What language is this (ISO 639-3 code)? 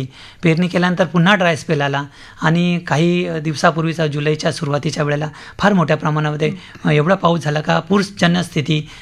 mar